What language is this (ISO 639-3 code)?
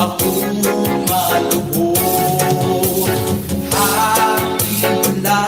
war